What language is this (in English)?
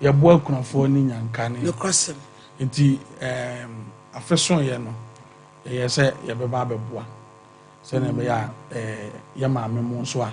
Akan